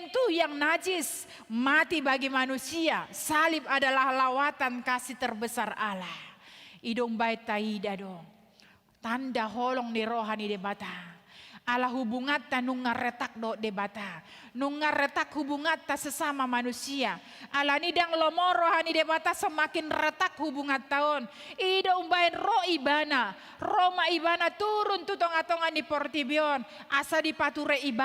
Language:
Batak Toba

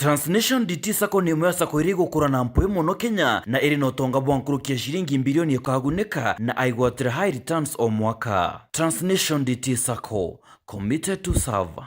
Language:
Meru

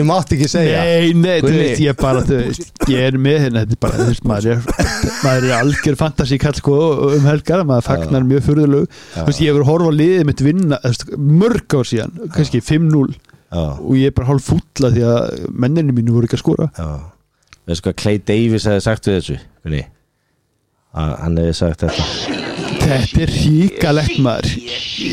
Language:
Icelandic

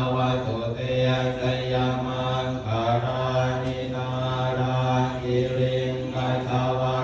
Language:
Pali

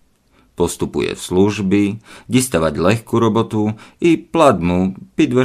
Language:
Rusyn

